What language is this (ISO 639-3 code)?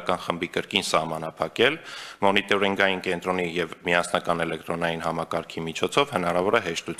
hye